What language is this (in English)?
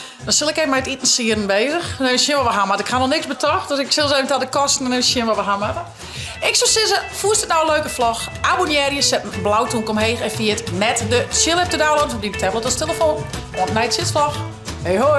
Western Frisian